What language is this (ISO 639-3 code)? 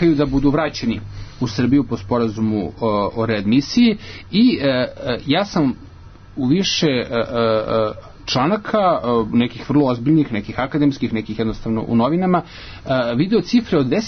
srp